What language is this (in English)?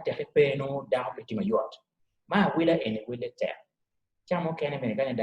Acoli